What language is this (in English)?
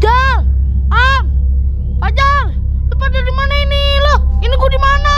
Betawi